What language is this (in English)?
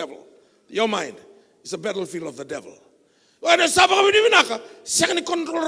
Fijian